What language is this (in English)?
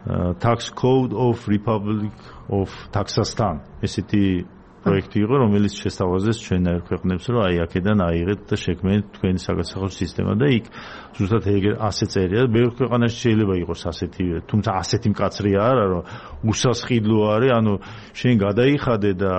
Georgian